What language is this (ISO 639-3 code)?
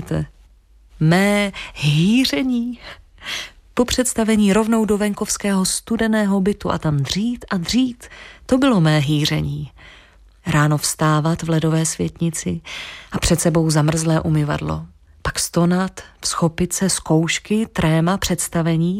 ces